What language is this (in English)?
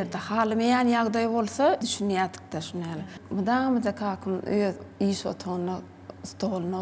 Turkmen